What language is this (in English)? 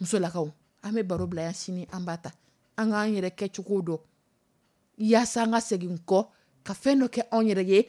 Dyula